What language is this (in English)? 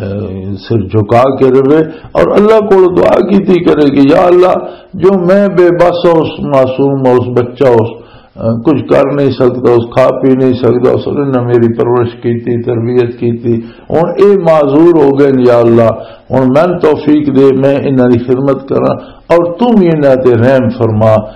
Western Panjabi